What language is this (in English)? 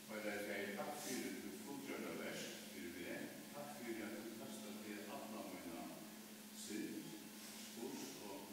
Faroese